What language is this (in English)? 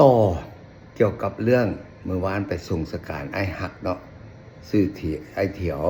Lao